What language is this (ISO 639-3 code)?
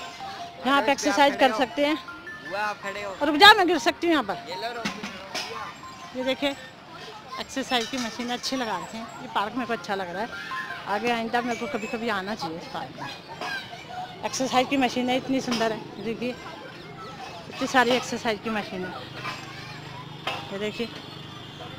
hin